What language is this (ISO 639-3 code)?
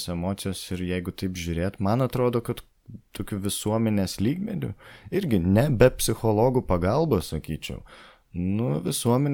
lit